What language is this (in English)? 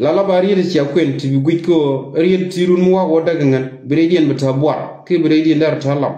Nuer